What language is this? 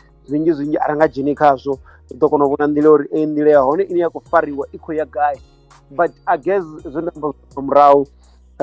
Venda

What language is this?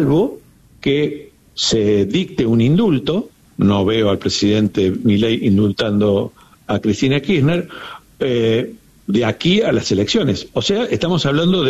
Spanish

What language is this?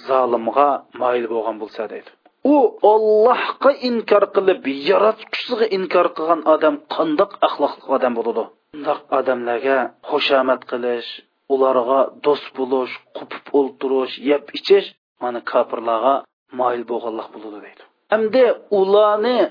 Uyghur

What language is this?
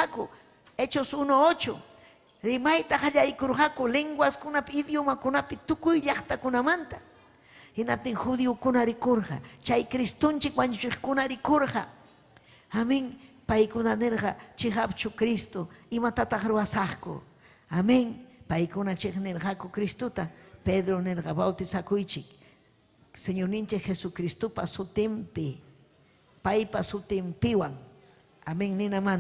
Ayacucho Quechua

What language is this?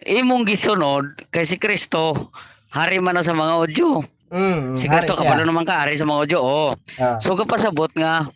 Cebuano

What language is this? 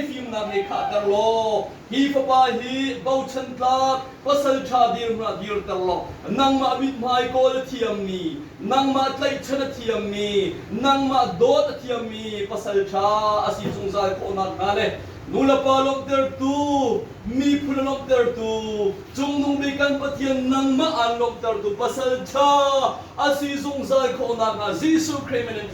Hakha Chin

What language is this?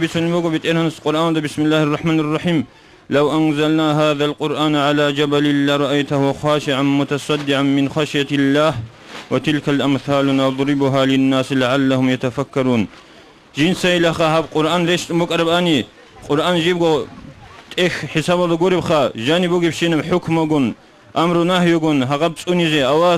Avaric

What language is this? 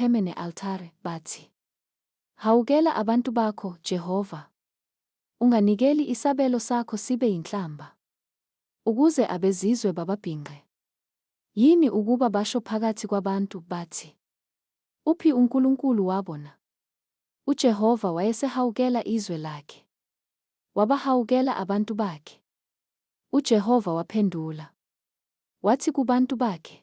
Zulu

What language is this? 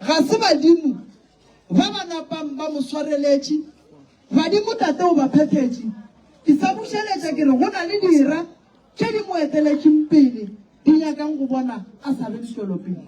Northern Sotho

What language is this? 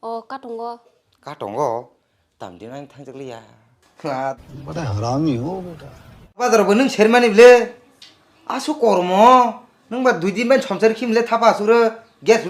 Kok Borok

